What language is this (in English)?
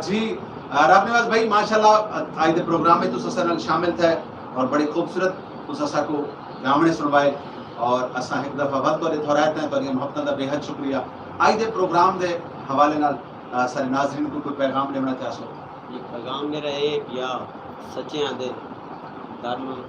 Saraiki